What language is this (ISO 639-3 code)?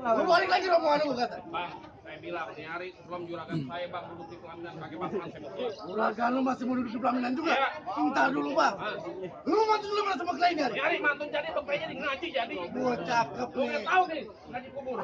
bew